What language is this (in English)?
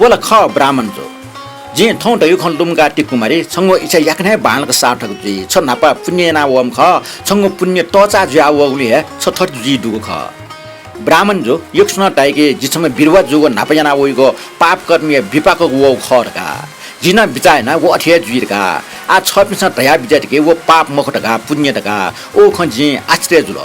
Newari